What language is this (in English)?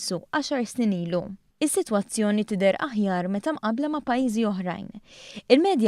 Maltese